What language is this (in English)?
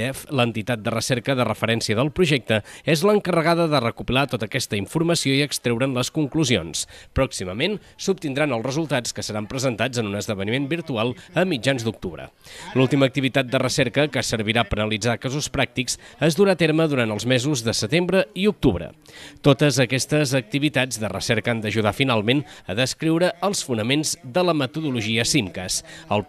Catalan